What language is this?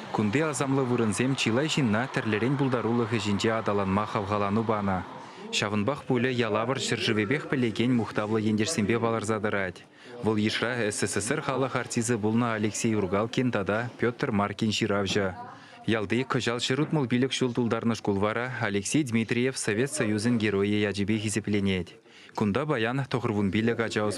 Chuvash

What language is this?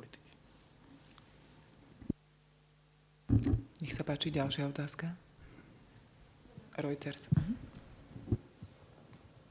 Slovak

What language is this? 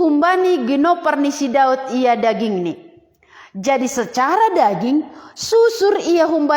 Batak Simalungun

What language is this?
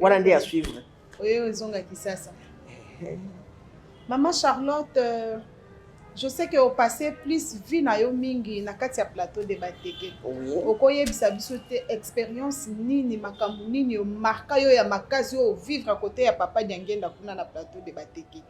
Lingala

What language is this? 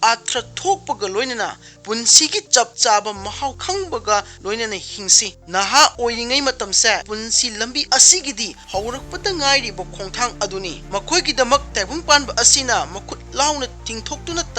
Manipuri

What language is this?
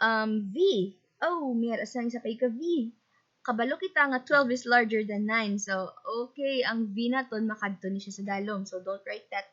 Hiligaynon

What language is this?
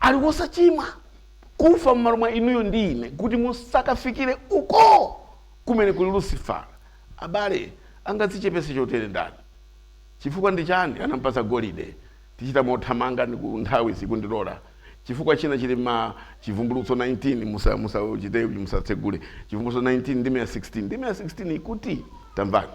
Nyanja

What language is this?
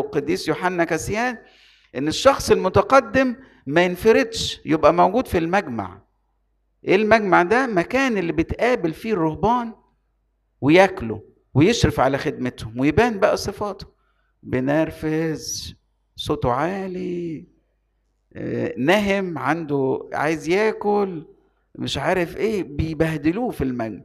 Egyptian Arabic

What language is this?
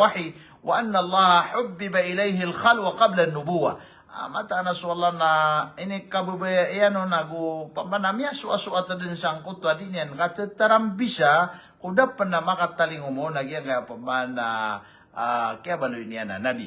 Maranao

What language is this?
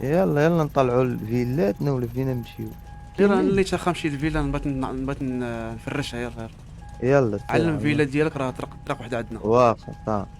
Moroccan Arabic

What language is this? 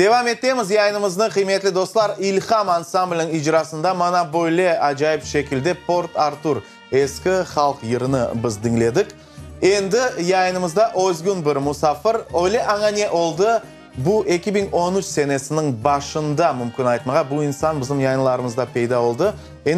Crimean Tatar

